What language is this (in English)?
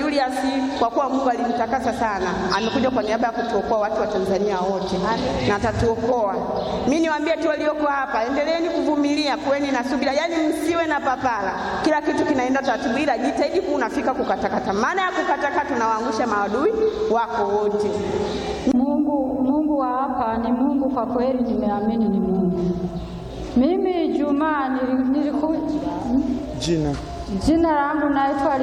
Swahili